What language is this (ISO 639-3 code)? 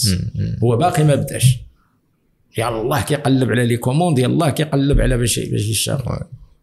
ary